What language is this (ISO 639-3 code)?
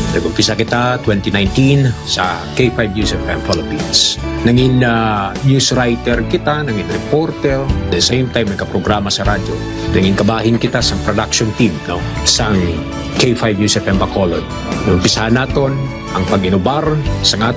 hil